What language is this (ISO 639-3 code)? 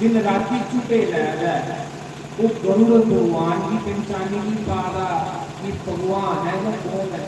doi